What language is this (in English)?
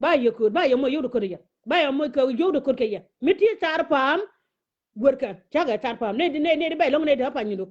Nuer